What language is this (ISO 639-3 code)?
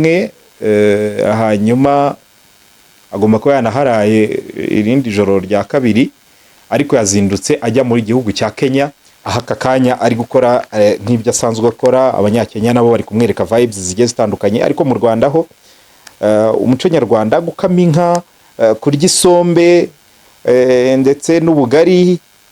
kin